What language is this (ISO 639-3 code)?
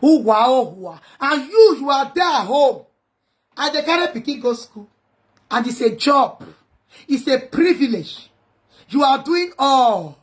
pcm